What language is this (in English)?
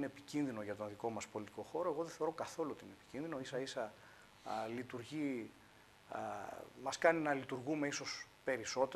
Greek